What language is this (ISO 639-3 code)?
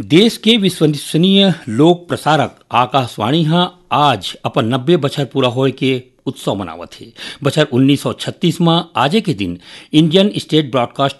hne